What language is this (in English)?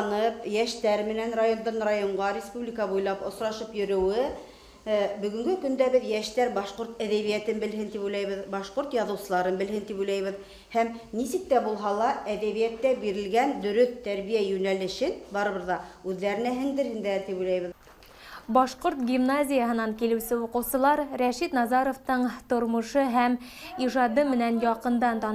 Bashkir